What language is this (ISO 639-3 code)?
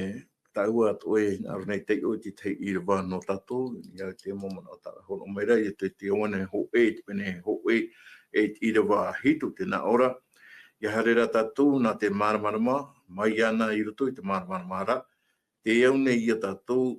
tah